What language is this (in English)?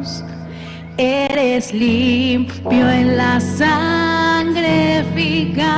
Aymara